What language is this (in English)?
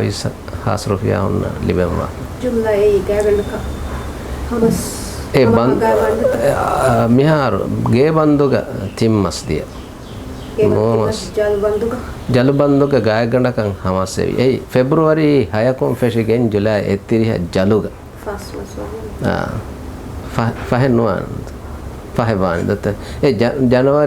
Divehi